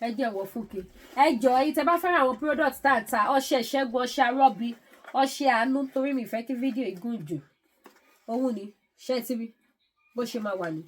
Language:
Yoruba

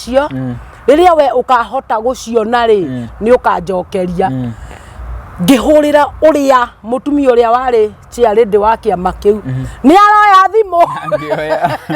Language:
Kikuyu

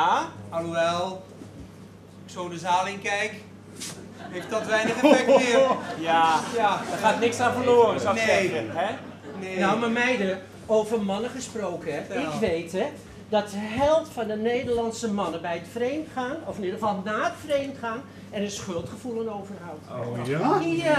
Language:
Dutch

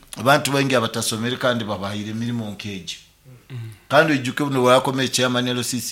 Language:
Nyoro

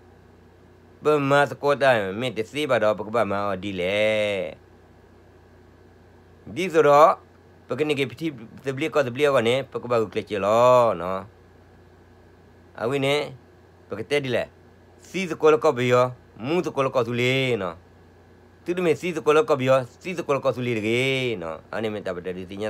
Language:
S'gaw Karen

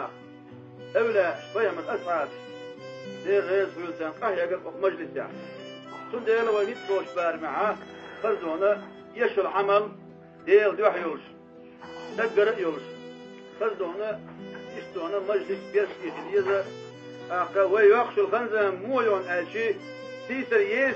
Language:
Chechen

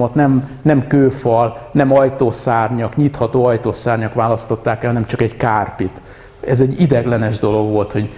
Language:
Hungarian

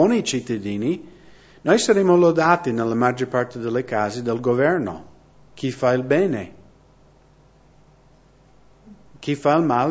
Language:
Italian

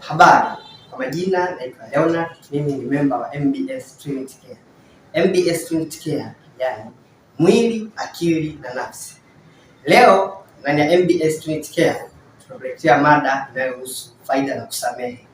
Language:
Swahili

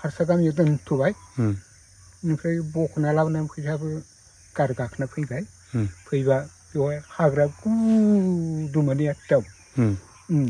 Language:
Bodo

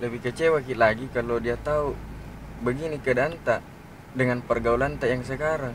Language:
Makassar Malay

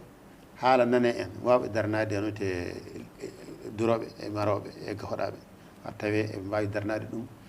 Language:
Fula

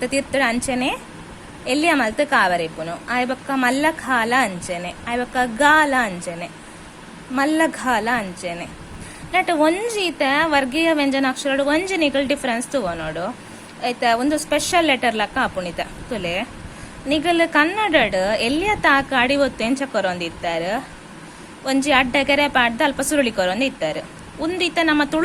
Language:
Tulu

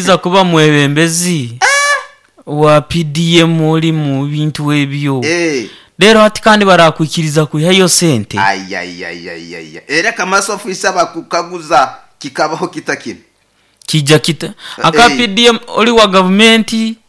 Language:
Nyoro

